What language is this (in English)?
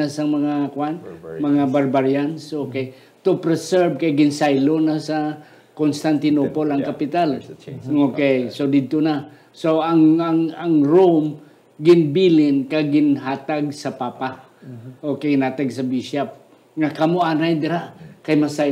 Hiligaynon